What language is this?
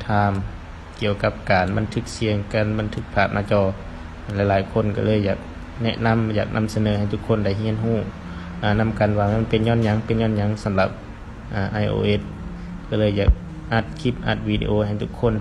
Lao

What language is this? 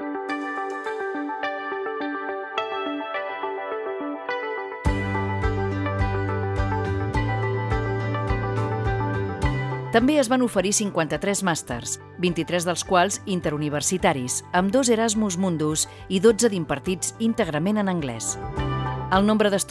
Catalan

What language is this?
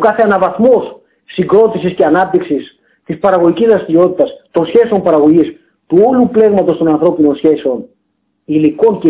Greek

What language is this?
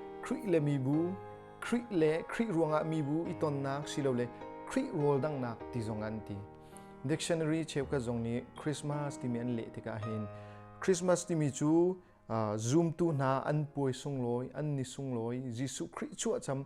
Hakha Chin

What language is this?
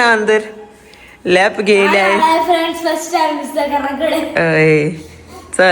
Konkani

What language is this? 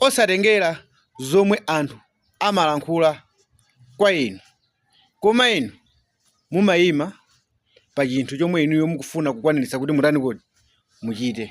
Nyanja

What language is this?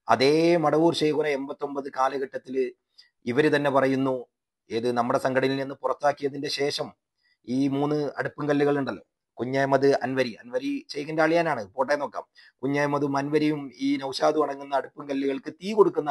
Malayalam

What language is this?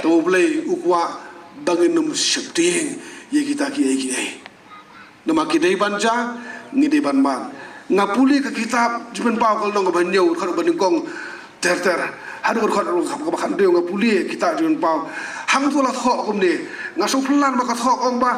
Khasi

